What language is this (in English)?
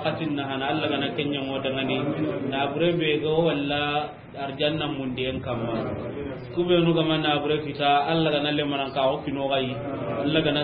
Soninke